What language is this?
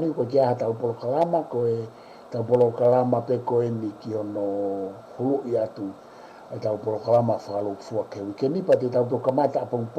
Tongan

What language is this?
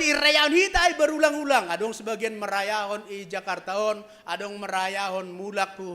Batak Simalungun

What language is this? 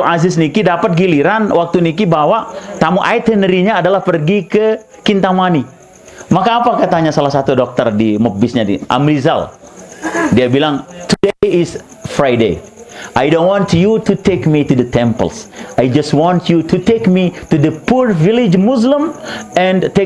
Sasak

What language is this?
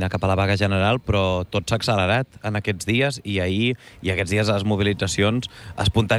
Catalan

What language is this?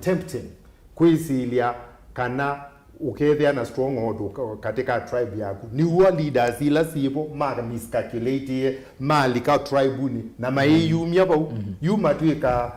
Kamba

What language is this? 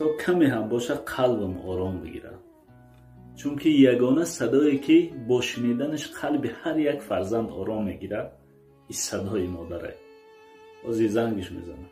Tajik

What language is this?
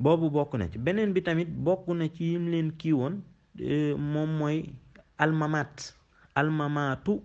Wolof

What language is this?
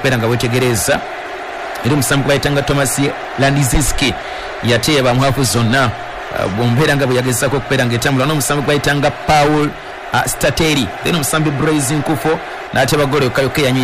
Ganda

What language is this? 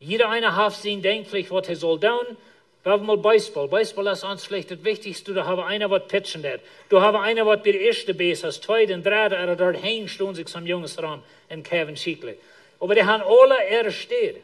Plautdietsch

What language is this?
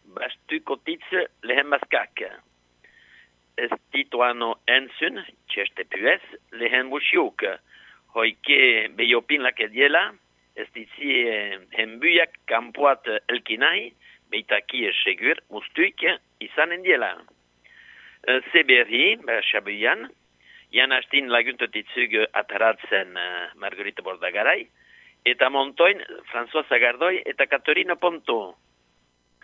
Basque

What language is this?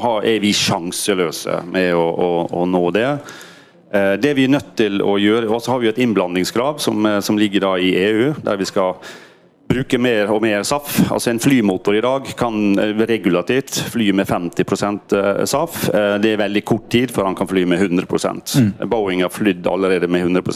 Norwegian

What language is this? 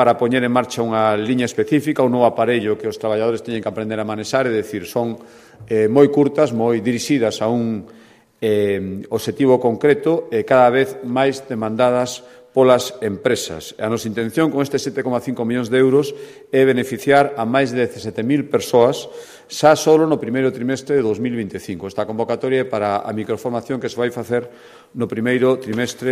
Galician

